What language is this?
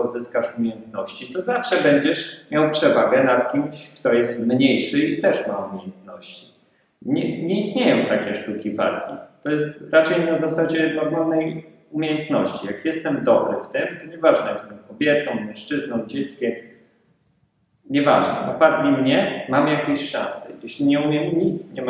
Polish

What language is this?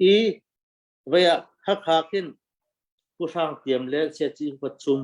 Hakha Chin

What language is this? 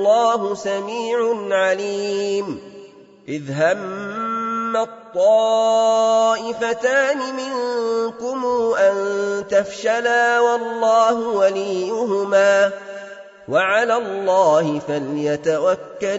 Arabic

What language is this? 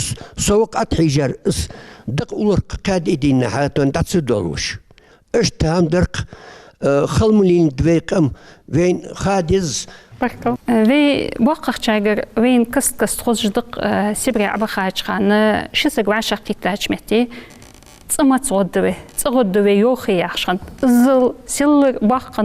Ingush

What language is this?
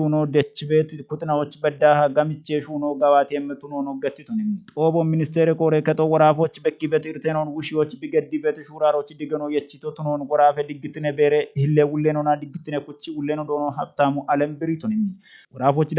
Kafa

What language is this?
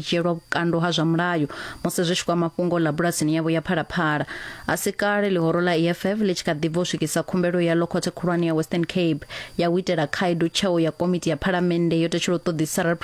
Venda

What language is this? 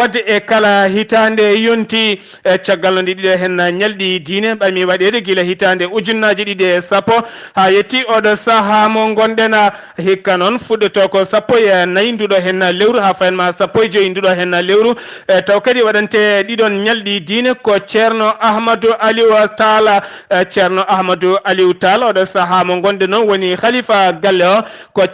Fula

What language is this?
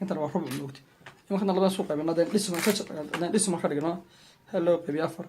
Somali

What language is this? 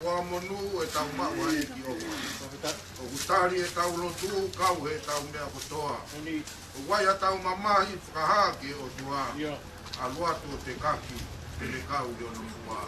Tongan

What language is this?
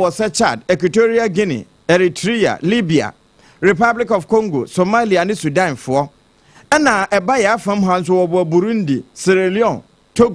Akan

